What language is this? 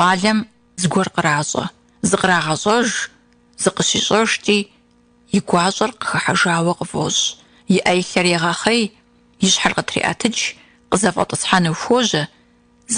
Kabardian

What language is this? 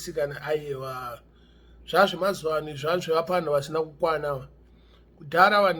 Shona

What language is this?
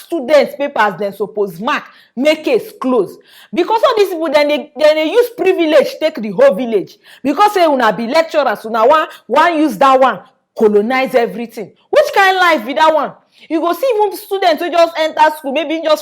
Nigerian Pidgin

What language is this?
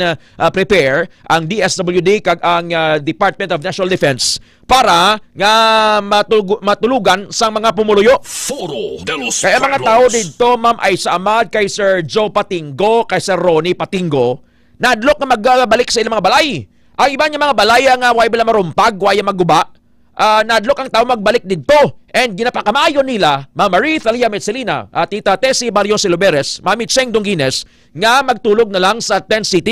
Hiligaynon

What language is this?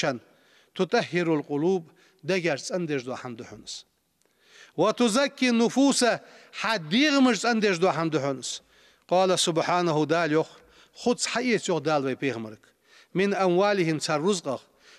Ingush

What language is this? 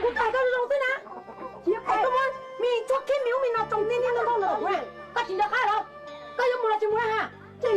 Hmong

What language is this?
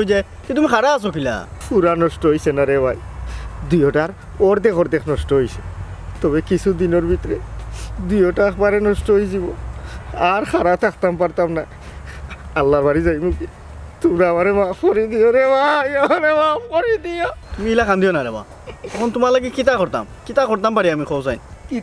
Sylheti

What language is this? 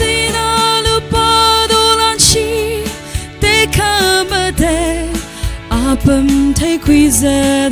Tangkhul Naga (India)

